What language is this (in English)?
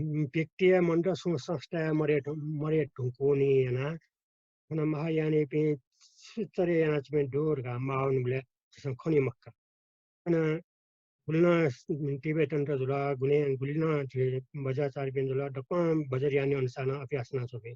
Newari